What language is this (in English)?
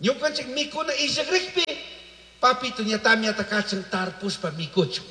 Chimborazo Highland Quichua